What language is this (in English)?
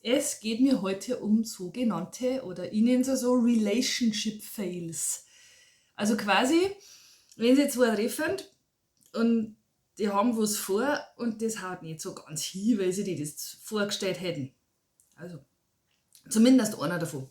Bavarian